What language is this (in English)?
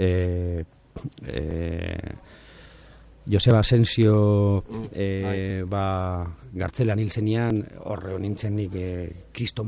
Basque